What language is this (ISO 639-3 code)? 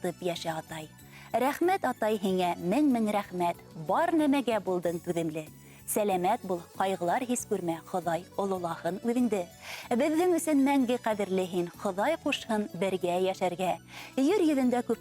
bak